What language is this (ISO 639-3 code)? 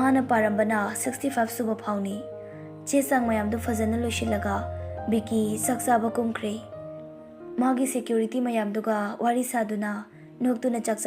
mni